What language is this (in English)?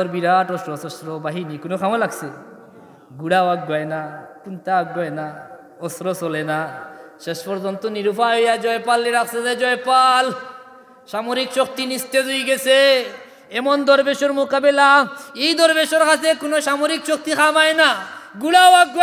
Sylheti